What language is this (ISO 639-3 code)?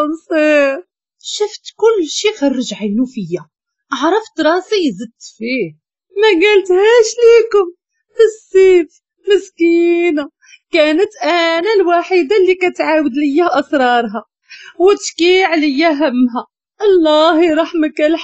ary